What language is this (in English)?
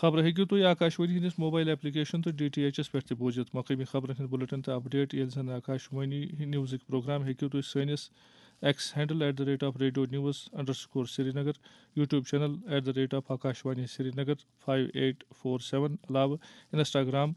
Kashmiri